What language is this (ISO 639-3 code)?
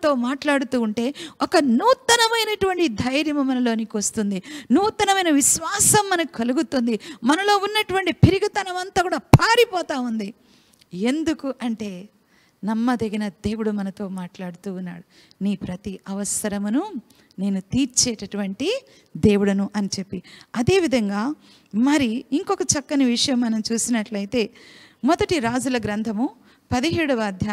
tel